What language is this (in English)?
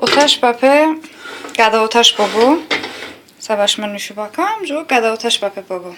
Talysh